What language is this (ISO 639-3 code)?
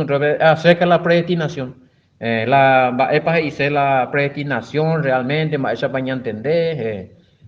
grn